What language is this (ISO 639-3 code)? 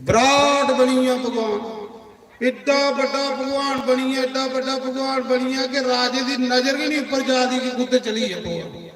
doi